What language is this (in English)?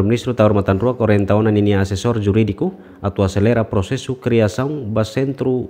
Tetum